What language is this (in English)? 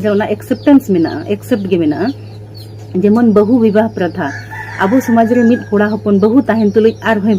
Santali